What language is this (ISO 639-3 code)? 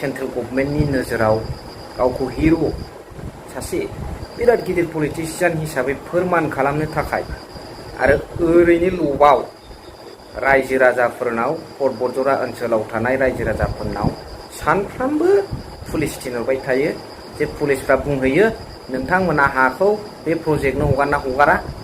brx